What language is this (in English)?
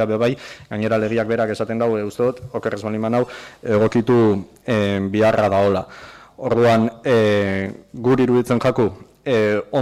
Basque